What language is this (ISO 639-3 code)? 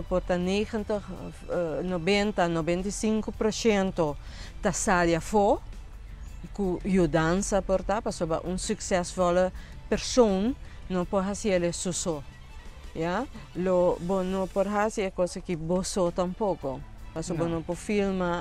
pap